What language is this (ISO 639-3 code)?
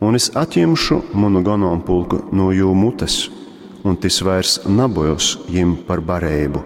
ltg